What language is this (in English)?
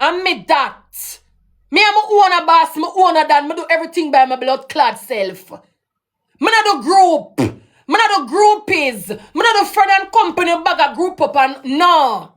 Jamaican Creole English